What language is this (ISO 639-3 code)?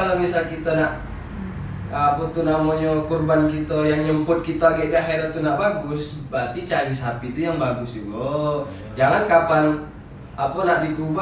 mui